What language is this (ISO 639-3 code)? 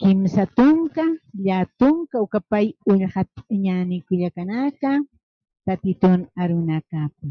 aym